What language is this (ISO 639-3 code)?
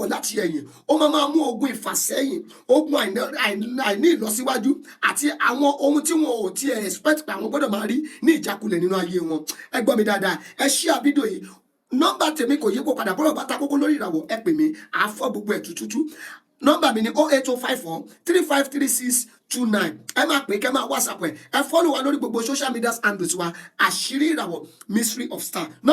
yor